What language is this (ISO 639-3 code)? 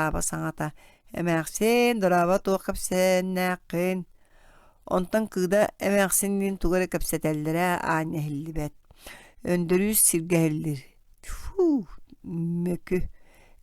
sah